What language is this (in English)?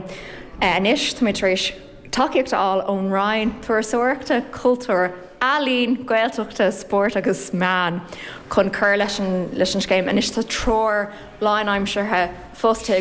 Irish